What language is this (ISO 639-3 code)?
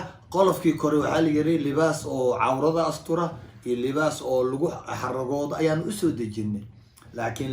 som